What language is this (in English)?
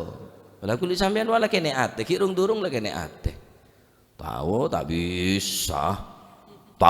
Madurese